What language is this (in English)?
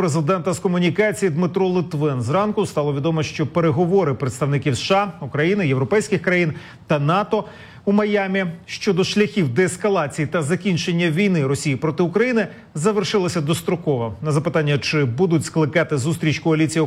Ukrainian